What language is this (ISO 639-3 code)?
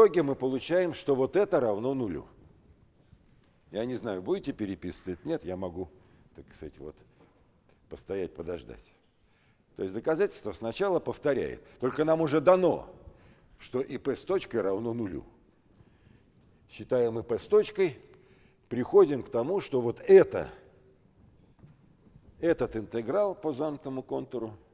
rus